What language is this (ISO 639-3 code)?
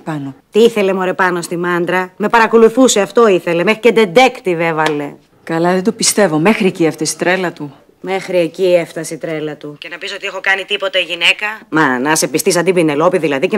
ell